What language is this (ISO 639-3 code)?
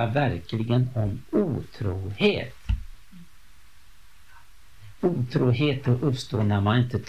swe